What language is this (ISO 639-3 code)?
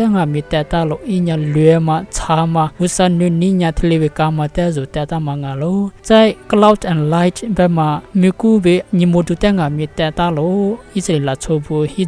lis